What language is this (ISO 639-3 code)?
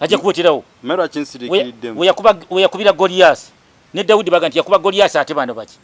lug